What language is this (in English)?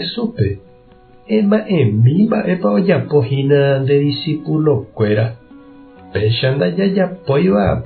Guarani